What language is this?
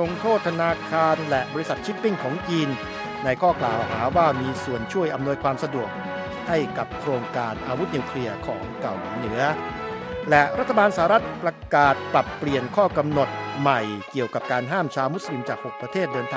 Thai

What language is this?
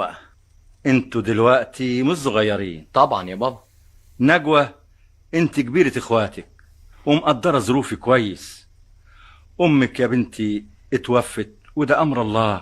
Egyptian Arabic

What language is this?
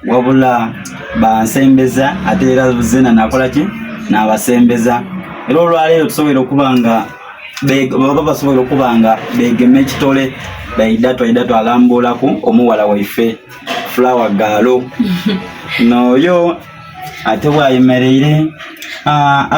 Soga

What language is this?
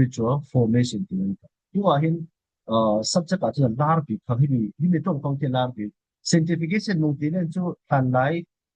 Falam Chin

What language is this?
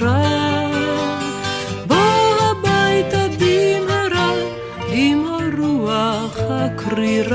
Hebrew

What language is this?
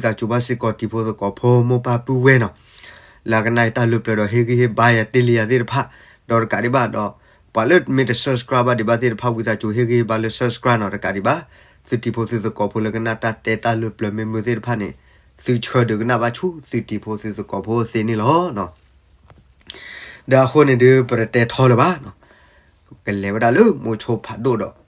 S'gaw Karen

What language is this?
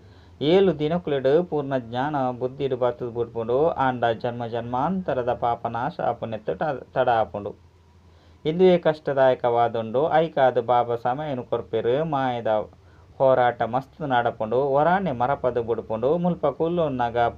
Tulu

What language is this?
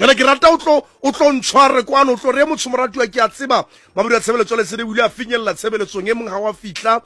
Tswana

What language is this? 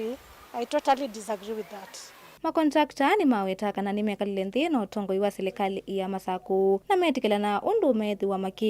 Kamba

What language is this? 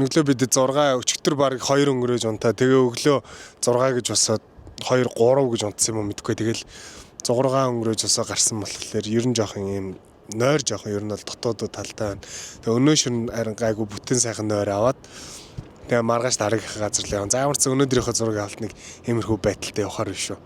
Mongolian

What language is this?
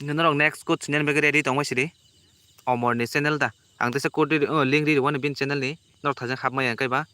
Kok Borok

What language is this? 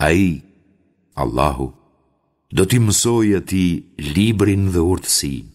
Albanian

